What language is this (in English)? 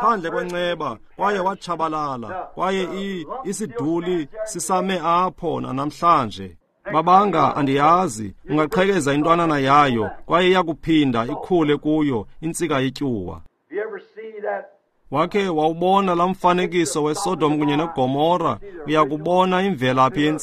Xhosa